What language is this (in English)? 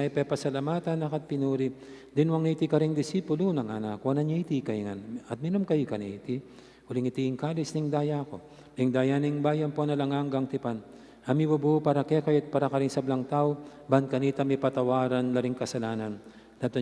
Pampanga